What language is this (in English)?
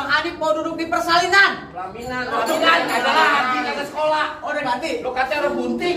Betawi